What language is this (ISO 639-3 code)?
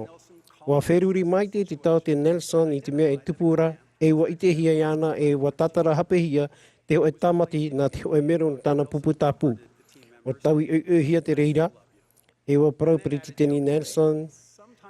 tah